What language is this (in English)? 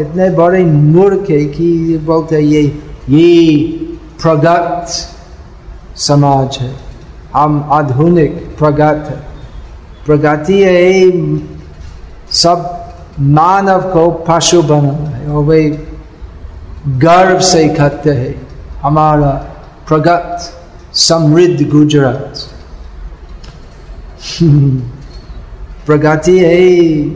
Hindi